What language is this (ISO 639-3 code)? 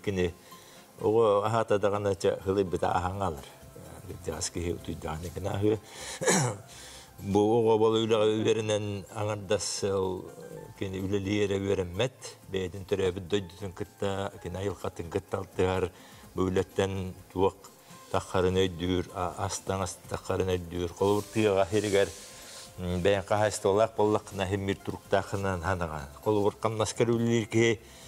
sah